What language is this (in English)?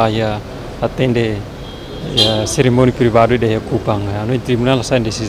Tetum